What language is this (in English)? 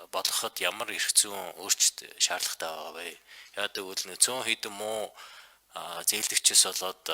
Mongolian